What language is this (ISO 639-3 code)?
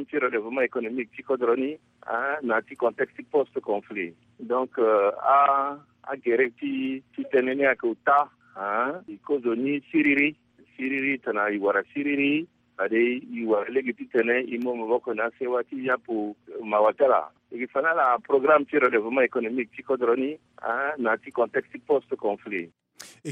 sag